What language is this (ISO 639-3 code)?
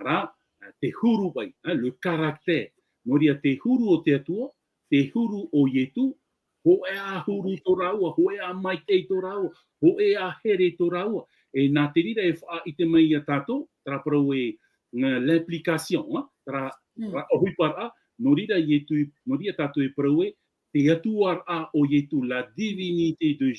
tah